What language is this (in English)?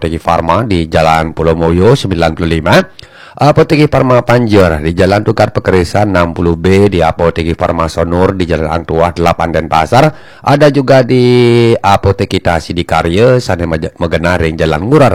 Balinese